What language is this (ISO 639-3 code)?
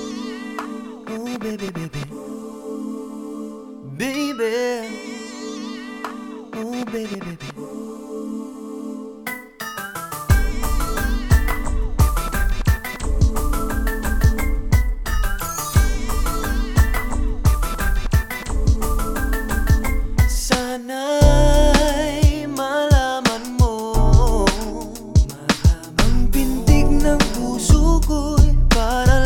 fil